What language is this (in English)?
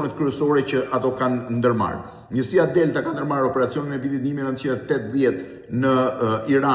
Albanian